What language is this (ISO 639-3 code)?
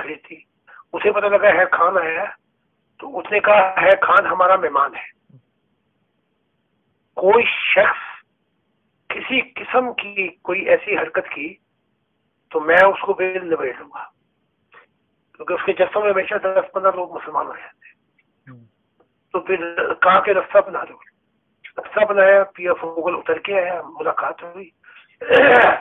urd